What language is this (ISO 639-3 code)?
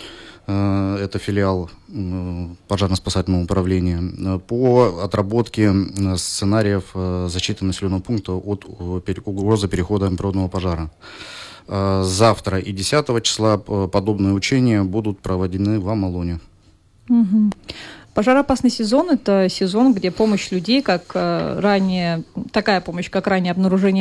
rus